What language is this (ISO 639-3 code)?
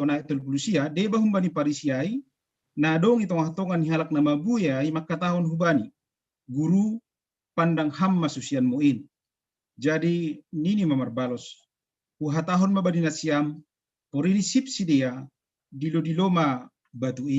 bts